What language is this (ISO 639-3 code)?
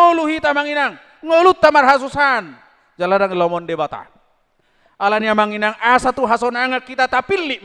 bbc